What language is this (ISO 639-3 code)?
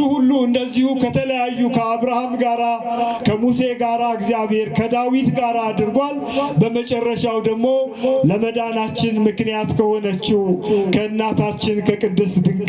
amh